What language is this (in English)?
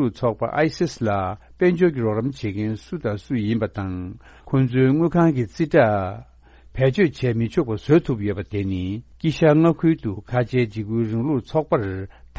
Tibetan